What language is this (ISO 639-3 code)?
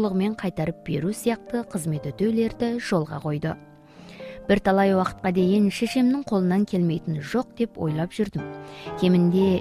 kaz